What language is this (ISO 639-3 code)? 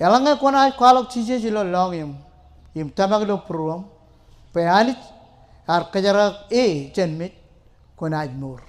mah